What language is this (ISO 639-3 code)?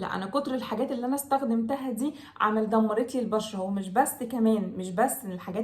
arz